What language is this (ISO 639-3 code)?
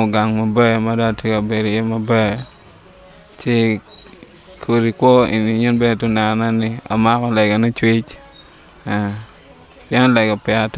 ach